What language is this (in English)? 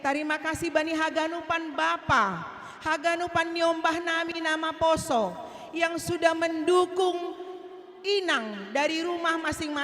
Batak Simalungun